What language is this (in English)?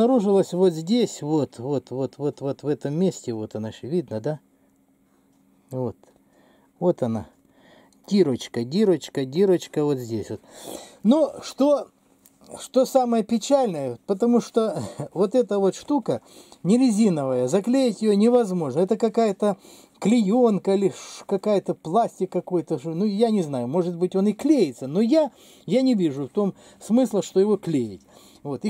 Russian